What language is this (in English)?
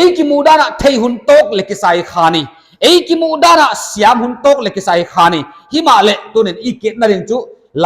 Paite Chin